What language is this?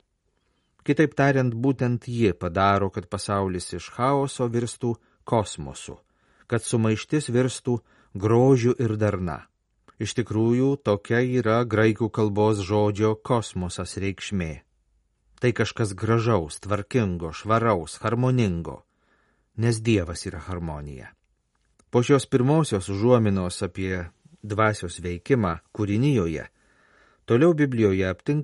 Lithuanian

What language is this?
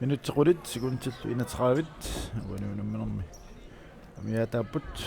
Kalaallisut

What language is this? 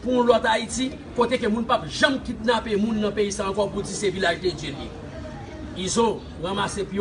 Haitian Creole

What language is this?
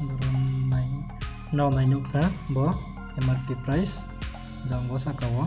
Riang (India)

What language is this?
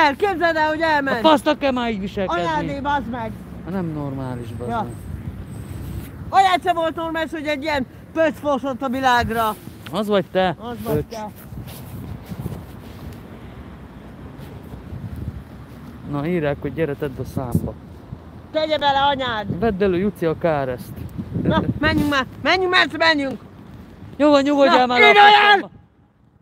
Hungarian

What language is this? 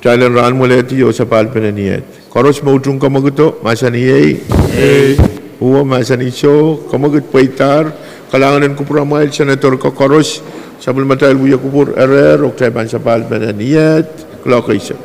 Pohnpeian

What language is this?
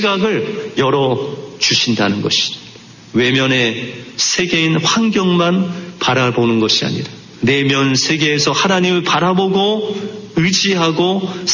Korean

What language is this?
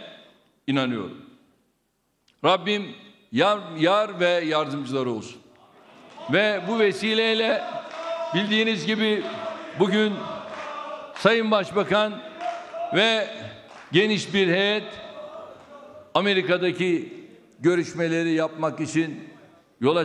Turkish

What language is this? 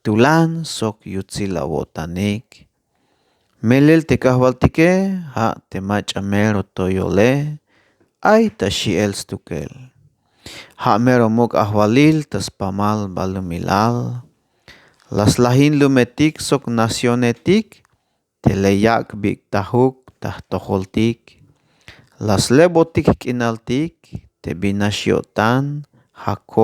Tzeltal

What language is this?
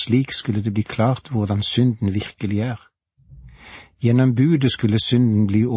Norwegian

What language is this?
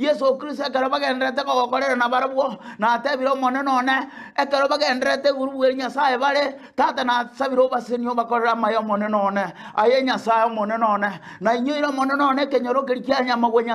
Gusii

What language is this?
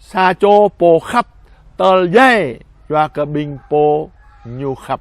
Jarai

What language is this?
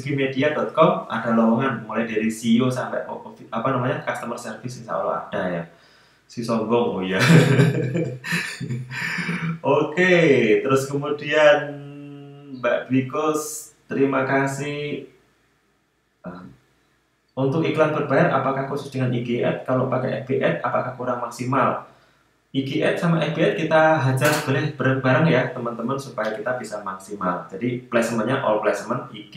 Indonesian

